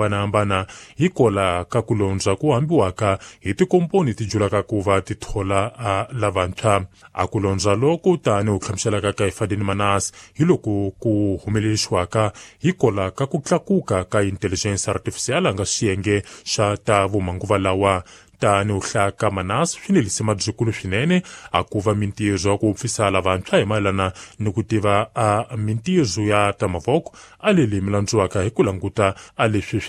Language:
Tsonga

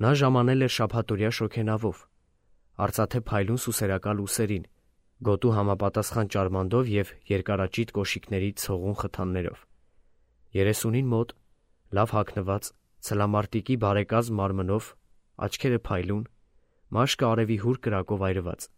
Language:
Armenian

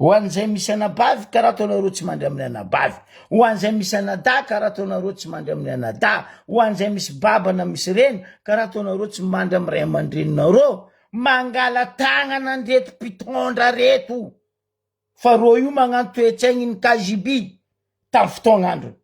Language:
Malagasy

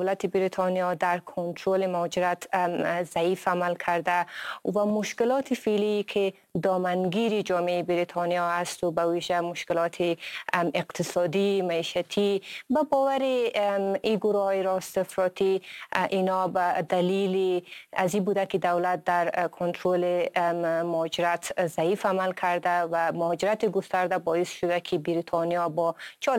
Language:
Persian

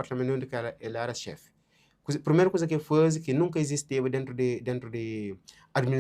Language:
Kabuverdianu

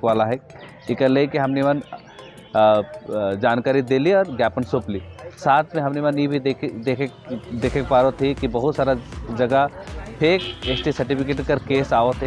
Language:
Sadri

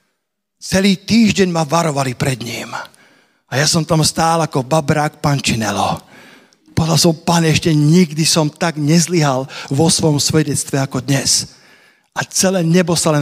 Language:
Slovak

